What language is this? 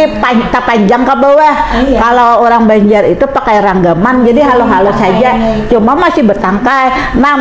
Banjar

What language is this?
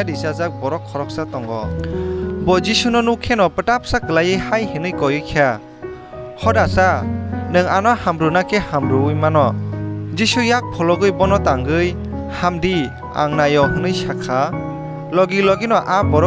Kok Borok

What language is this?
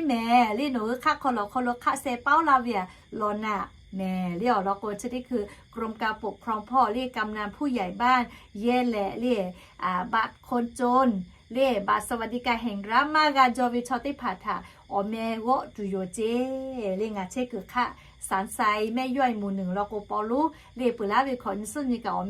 Lahu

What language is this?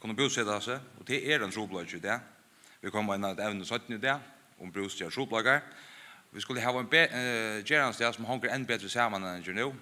Faroese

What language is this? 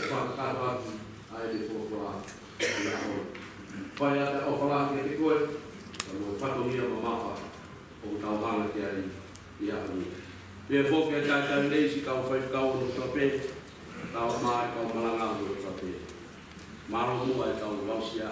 Tongan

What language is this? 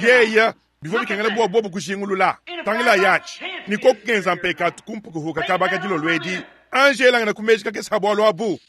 Luba-Lulua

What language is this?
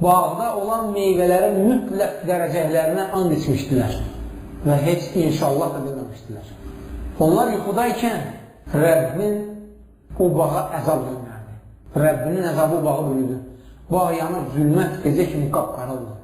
Azerbaijani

